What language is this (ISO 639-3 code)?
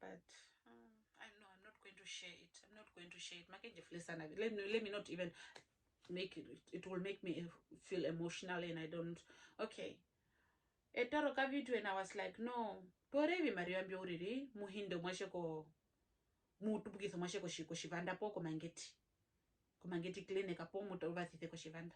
her